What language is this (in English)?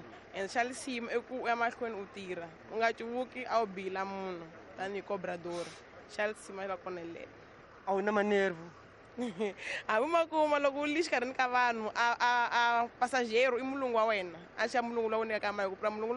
Tsonga